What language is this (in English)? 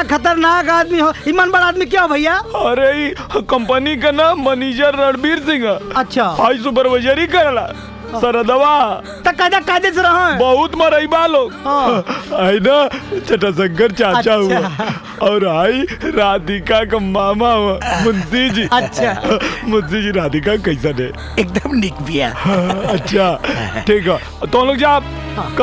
Bhojpuri